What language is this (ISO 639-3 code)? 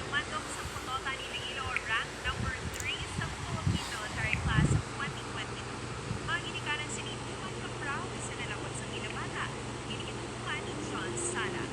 hil